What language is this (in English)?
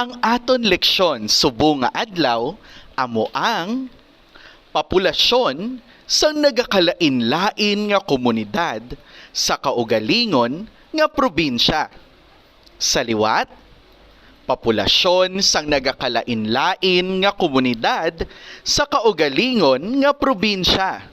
Hiligaynon